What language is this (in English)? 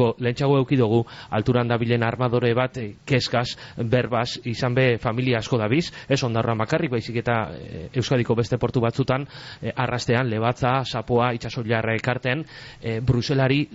Basque